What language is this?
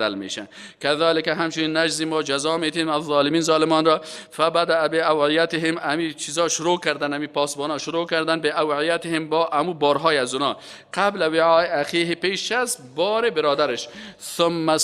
Persian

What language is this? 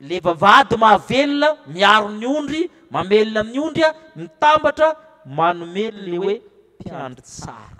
Malagasy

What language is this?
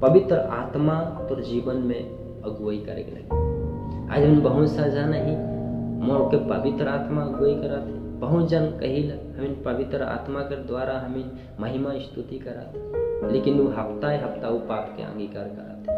Sadri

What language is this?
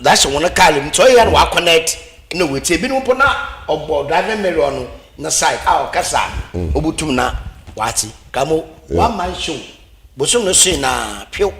Akan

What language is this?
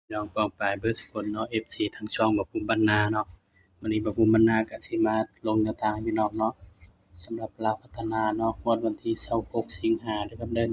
Northeastern Thai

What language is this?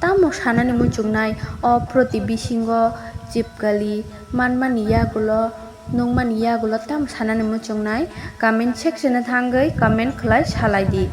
Kok Borok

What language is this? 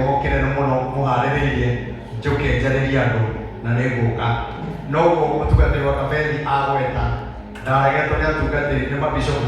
Kikuyu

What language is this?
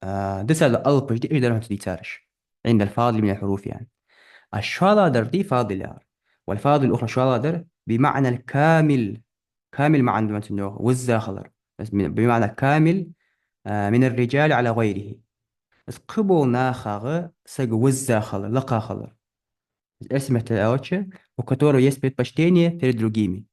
Ingush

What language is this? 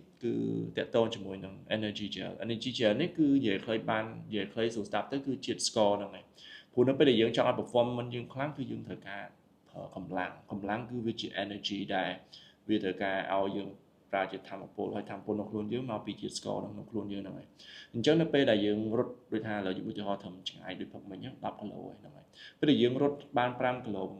Khmer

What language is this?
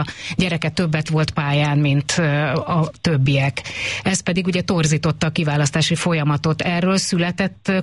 Hungarian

